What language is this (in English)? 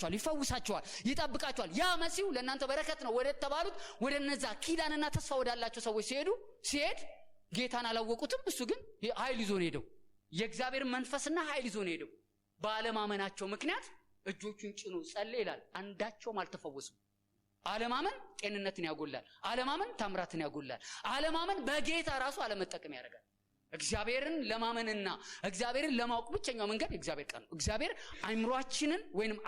Amharic